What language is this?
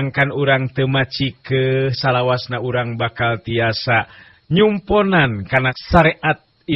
Sundanese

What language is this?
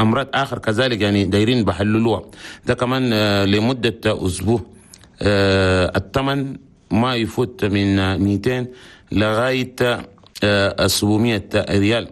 Chadian Arabic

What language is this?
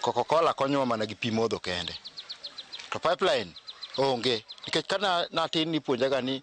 Luo (Kenya and Tanzania)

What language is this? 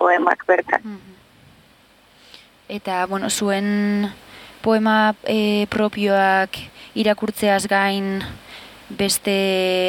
Basque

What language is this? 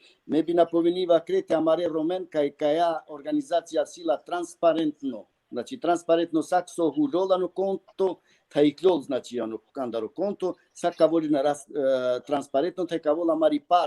Balkan Romani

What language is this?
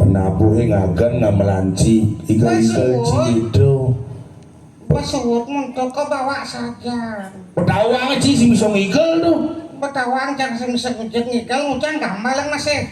Balinese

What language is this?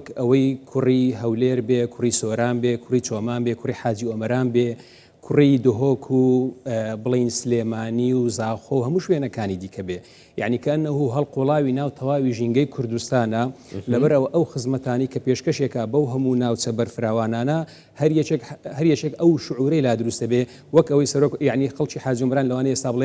Central Kurdish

